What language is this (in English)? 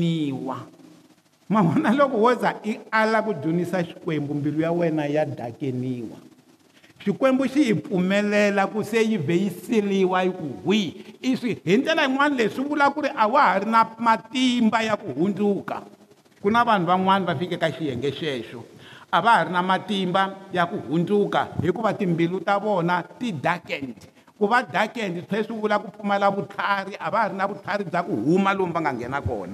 Tsonga